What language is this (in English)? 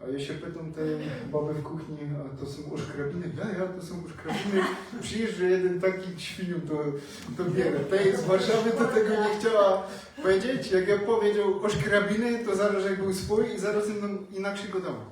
Silesian